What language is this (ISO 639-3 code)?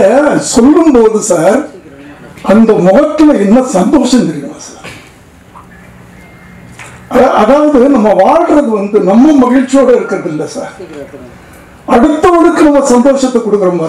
tam